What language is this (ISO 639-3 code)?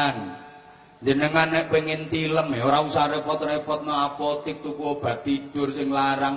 jav